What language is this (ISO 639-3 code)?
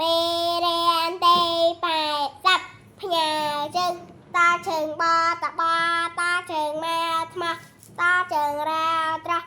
khm